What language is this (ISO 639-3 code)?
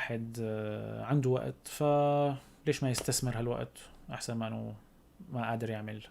apc